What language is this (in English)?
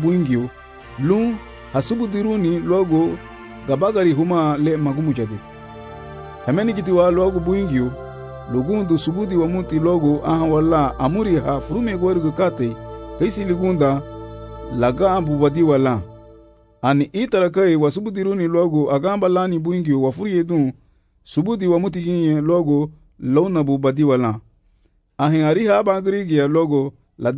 Garifuna